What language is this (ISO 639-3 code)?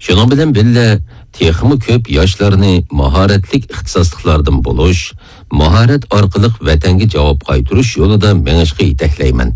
uig